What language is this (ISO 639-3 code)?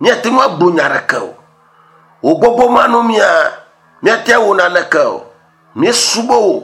ewe